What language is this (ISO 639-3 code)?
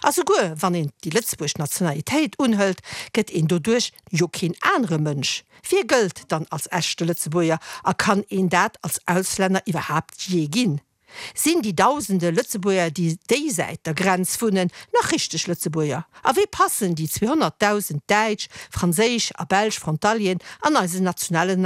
ltz